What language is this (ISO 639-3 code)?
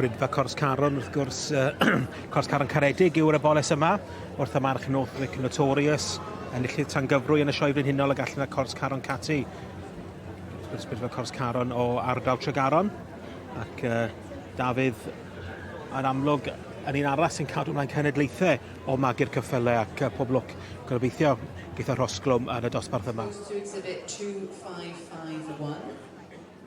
cym